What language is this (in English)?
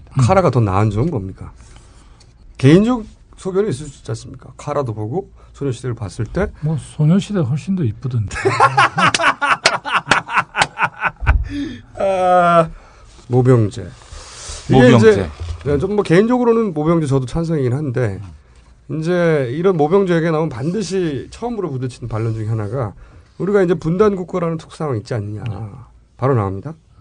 Korean